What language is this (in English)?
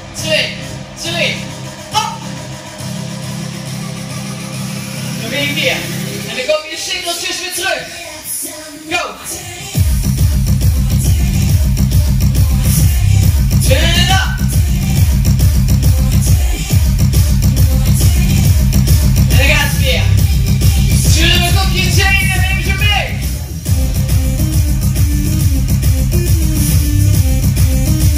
Dutch